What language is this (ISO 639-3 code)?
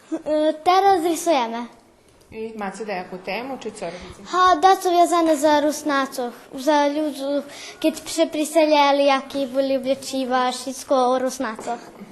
rue